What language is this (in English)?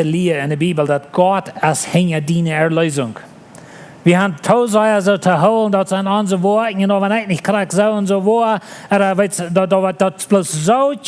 Plautdietsch